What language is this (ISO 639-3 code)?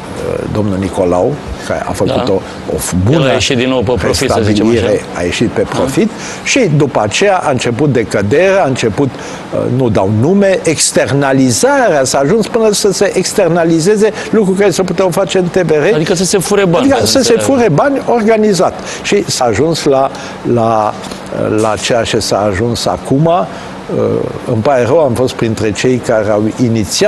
ron